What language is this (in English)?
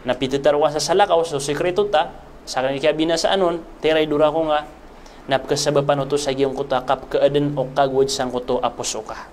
Maranao